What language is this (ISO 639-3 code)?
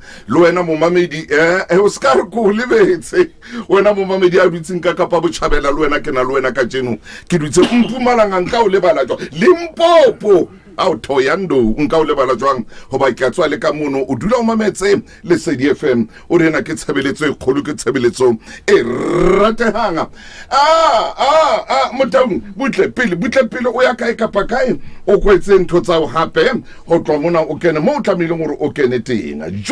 sot